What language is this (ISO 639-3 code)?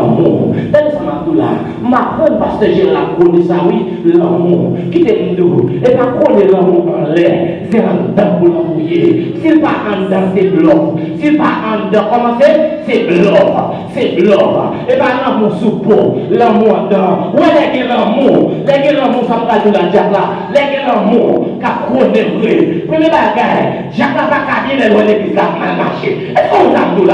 hat